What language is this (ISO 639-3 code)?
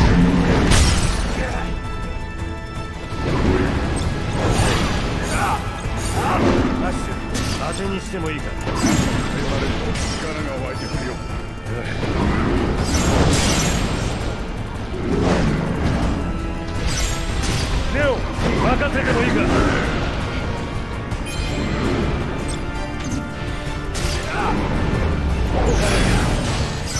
jpn